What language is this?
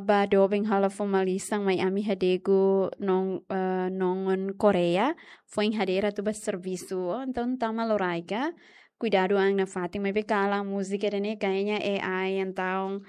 Tetum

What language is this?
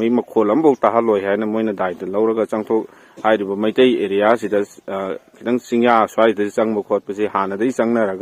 Manipuri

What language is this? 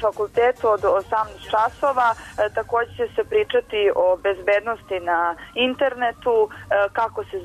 Serbian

